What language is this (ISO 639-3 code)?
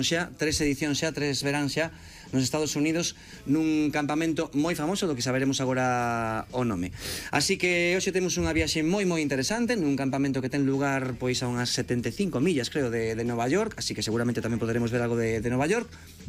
glg